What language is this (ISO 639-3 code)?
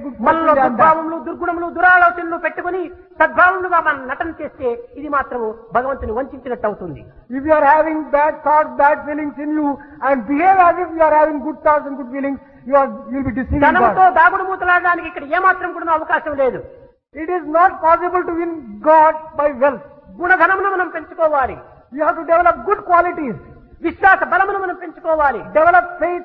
tel